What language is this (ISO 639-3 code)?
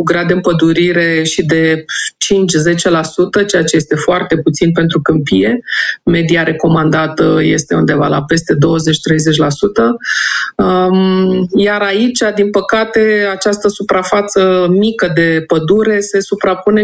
ron